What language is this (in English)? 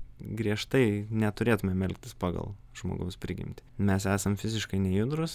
Lithuanian